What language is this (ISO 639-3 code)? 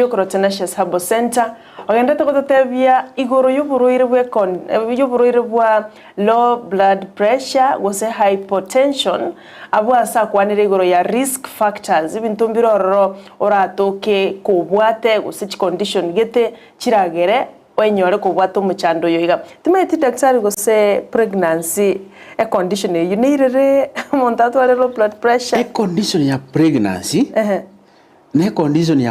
guz